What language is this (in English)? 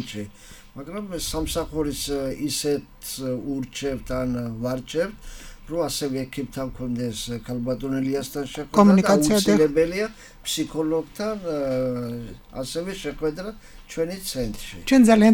Georgian